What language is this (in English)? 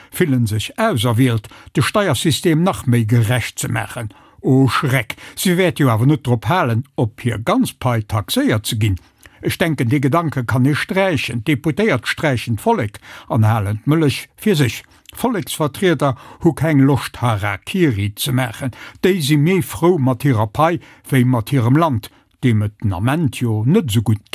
Luxembourgish